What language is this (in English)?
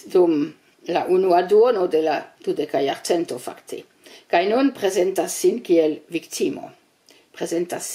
Esperanto